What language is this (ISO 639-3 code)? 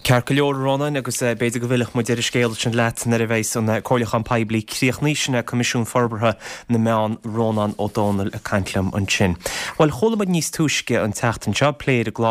gle